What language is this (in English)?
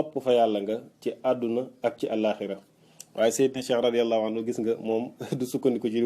Wolof